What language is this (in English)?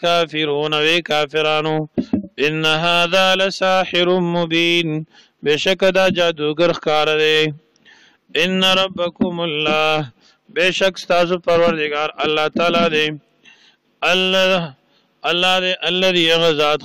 Pashto